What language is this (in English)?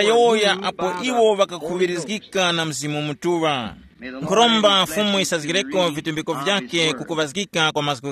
Tumbuka